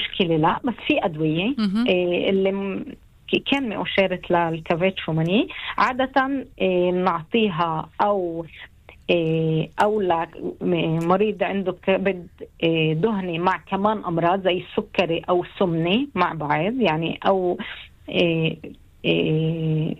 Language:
North Levantine Arabic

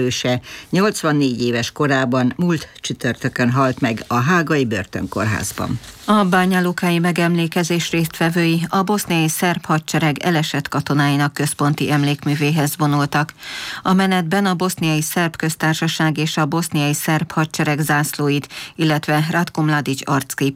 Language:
Hungarian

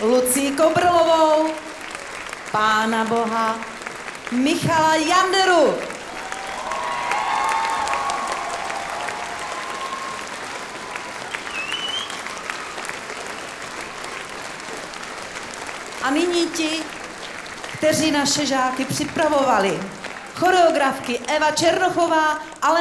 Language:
Czech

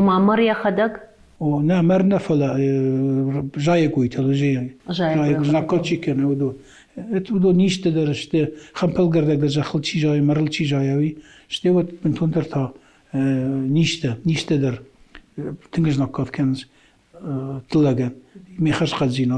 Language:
Ossetic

